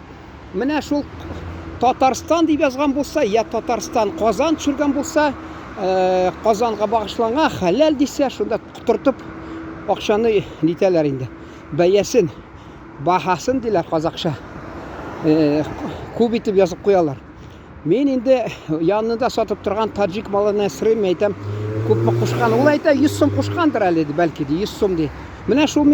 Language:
Tatar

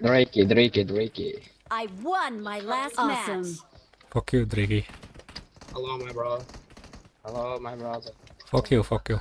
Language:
Kara-Kalpak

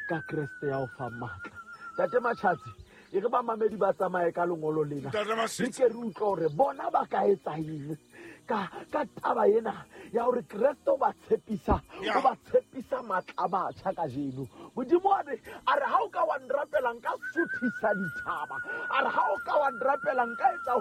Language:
Southern Sotho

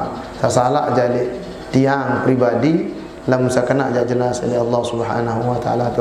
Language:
Sasak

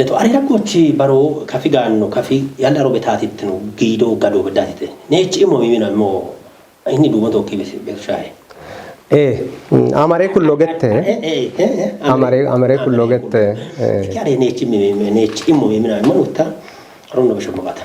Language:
Kafa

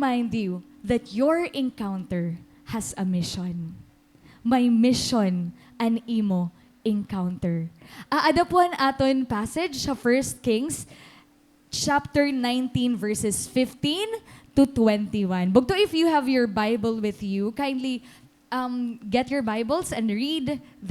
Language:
Waray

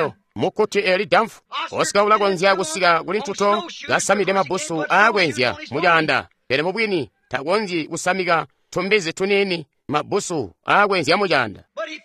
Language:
Tonga (Zambia)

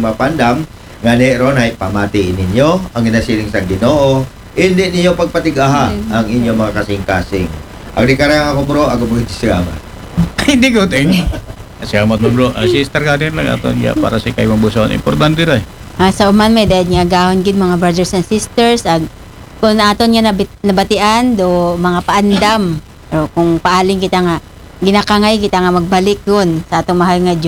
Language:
Aklanon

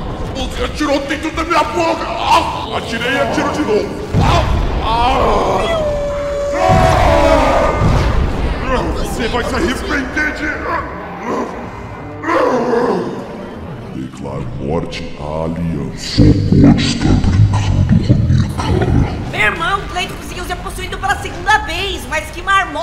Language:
Portuguese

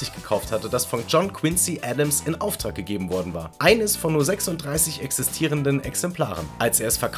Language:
German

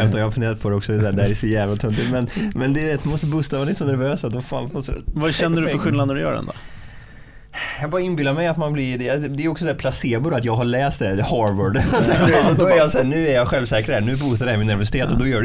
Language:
Swedish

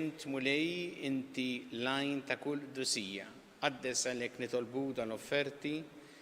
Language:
Maltese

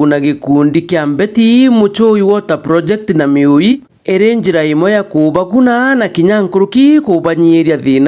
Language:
Meru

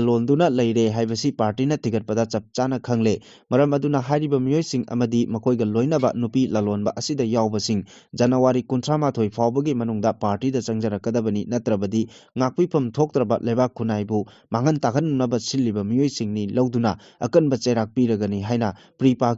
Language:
Manipuri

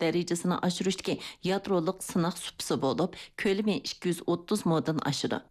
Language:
Uyghur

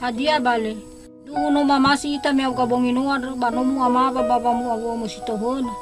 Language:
Nias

